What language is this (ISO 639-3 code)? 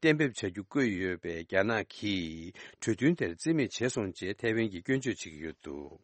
bod